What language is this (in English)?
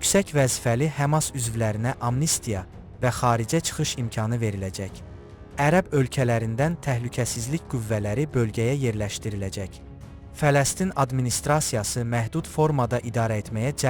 Azerbaijani